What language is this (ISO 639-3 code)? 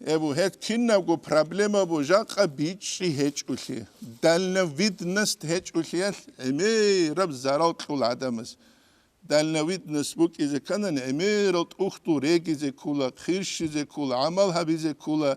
ava